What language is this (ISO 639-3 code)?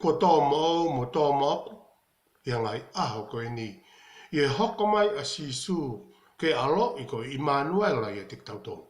ton